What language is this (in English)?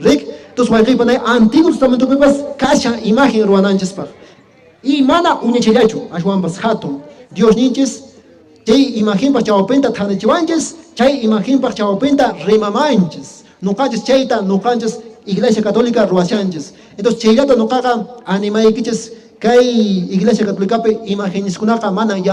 Quechua